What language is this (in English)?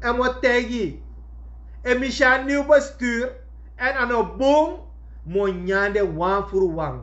Sranan Tongo